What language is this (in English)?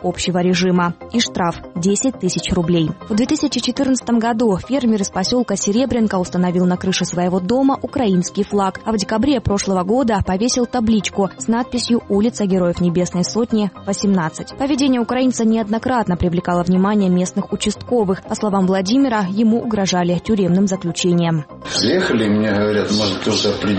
Russian